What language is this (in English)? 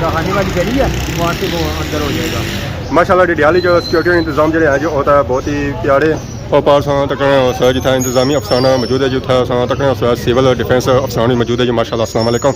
Pahari-Potwari